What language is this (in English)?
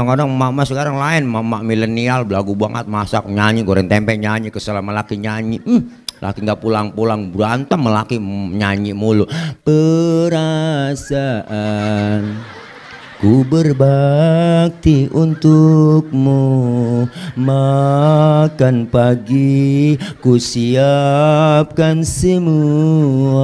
Betawi